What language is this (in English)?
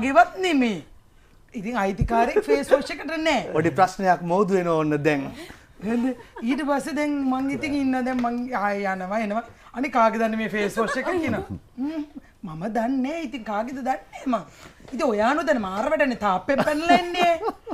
Sinhala